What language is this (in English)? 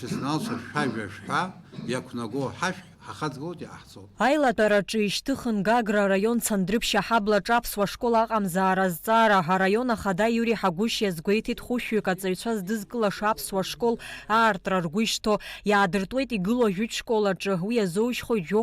Abkhazian